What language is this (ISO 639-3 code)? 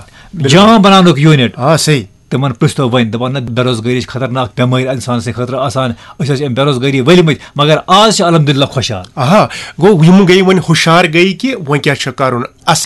kas